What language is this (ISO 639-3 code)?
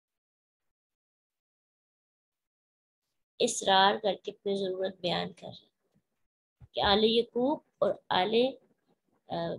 urd